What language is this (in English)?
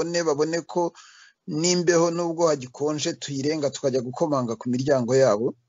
Kinyarwanda